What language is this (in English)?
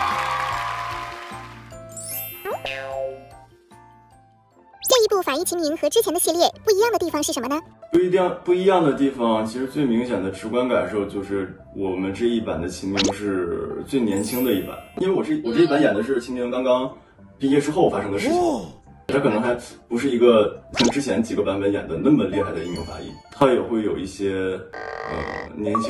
Chinese